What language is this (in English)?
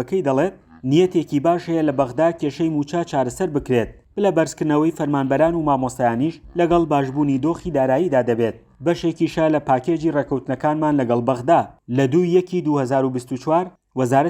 Central Kurdish